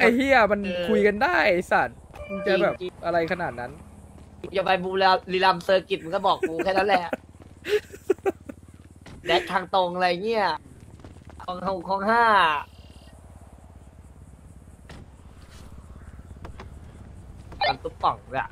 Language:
Thai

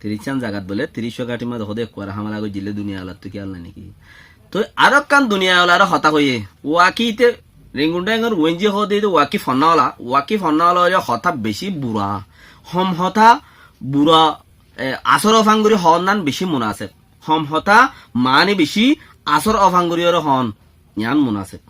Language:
Rohingya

